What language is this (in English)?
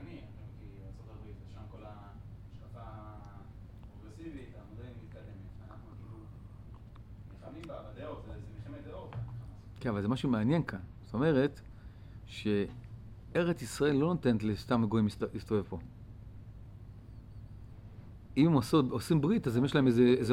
Hebrew